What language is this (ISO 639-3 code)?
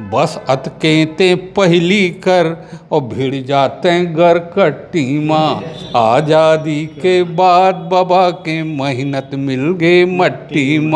hne